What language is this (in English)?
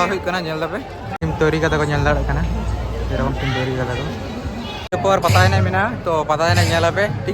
Santali